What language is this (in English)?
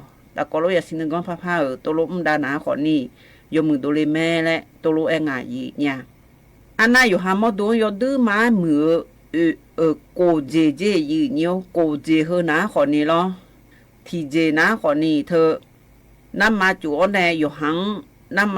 Akha